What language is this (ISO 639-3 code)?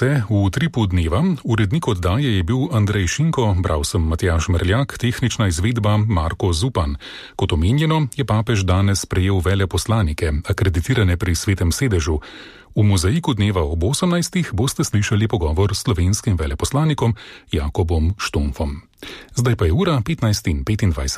slv